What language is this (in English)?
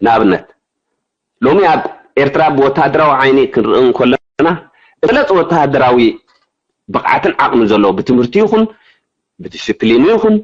Tigrinya